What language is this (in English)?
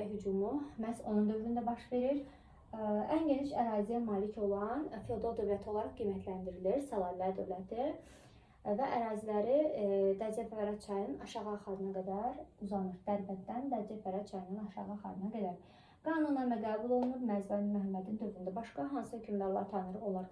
Azerbaijani